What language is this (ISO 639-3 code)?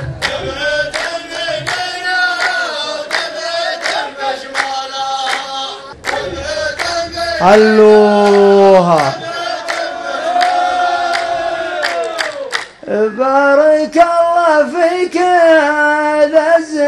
ara